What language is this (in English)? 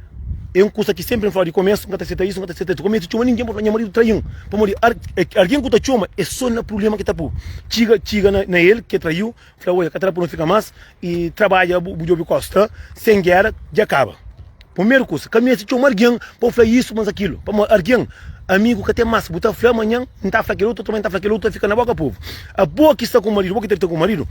Kabuverdianu